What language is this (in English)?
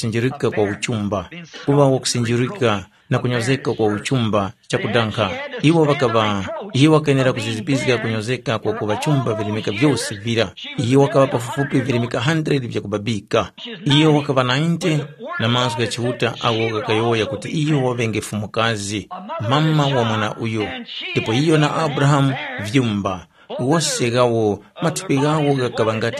Tumbuka